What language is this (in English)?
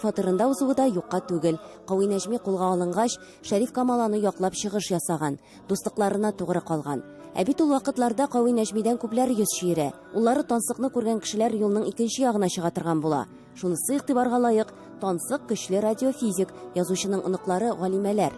Tatar